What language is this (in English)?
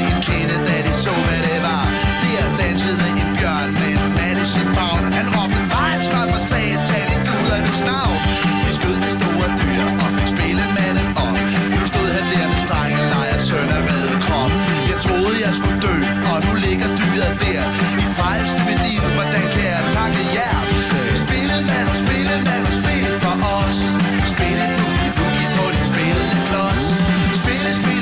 Danish